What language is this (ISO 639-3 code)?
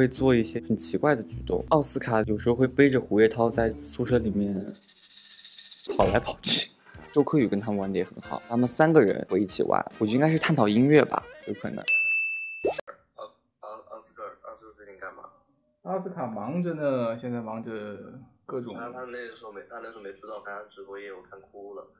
zho